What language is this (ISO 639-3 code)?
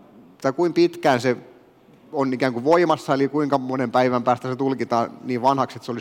fin